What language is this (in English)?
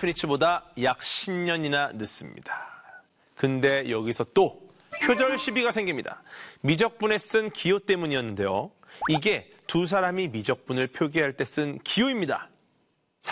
Korean